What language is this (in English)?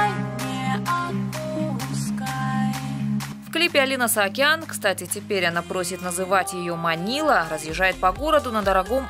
Russian